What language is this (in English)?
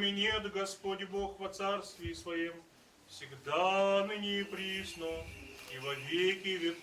Buriat